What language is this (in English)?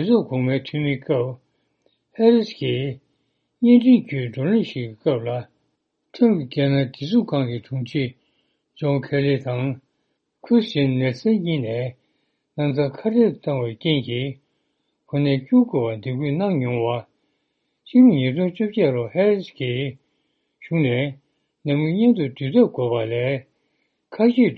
Tibetan